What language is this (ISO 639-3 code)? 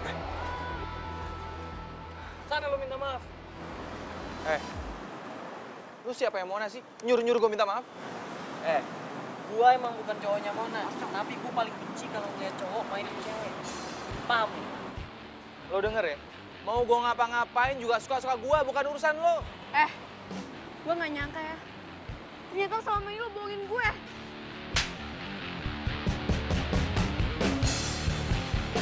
ind